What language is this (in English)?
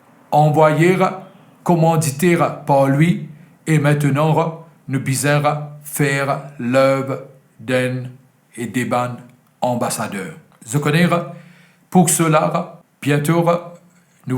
Morisyen